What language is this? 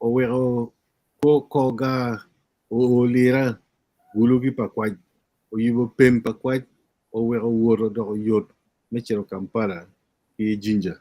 Acoli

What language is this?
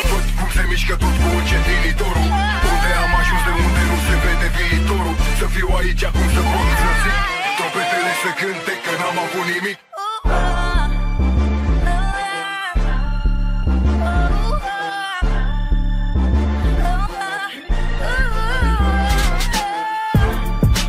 Romanian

